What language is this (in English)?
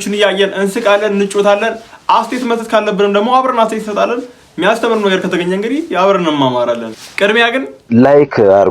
Amharic